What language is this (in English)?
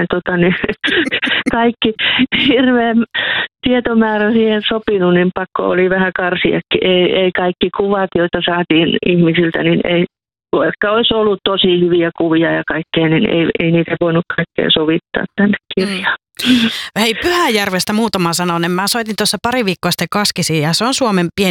Finnish